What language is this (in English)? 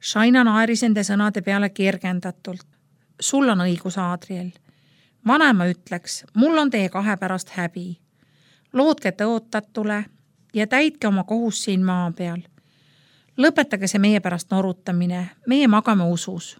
Estonian